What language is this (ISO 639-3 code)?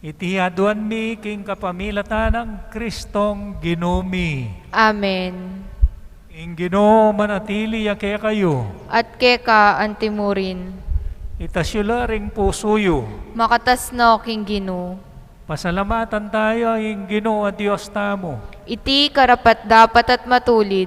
pam